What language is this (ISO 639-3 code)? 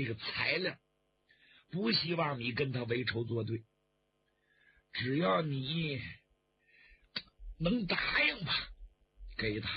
zho